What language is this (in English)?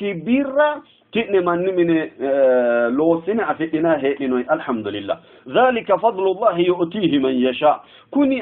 Sidamo